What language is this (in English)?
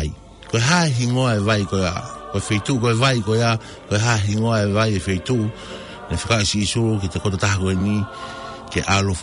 Tongan